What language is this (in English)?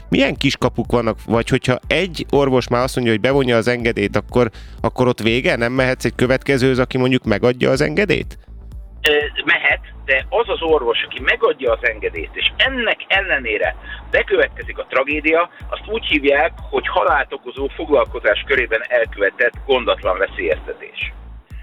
Hungarian